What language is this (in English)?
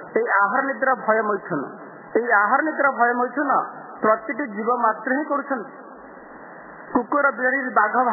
Odia